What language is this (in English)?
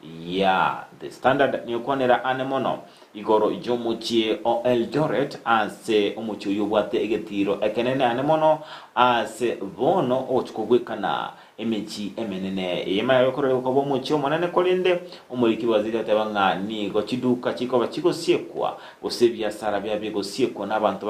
Gusii